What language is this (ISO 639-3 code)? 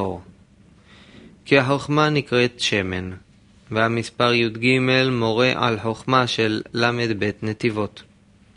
heb